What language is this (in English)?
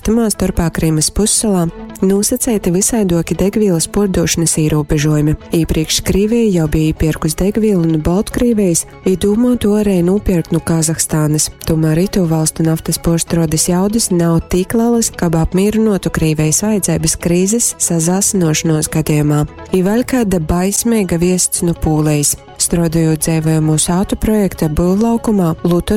Latgalian